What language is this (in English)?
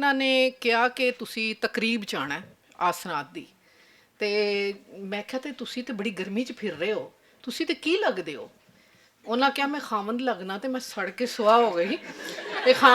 Western Panjabi